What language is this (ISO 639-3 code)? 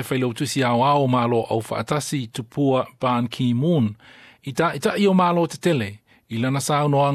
smo